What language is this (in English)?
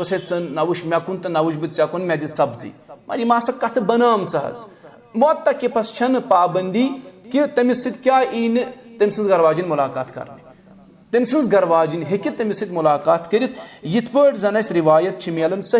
Kashmiri